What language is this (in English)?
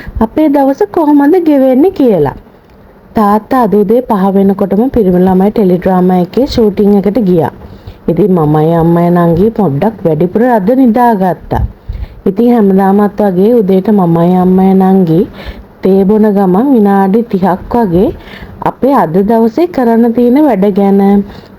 Sinhala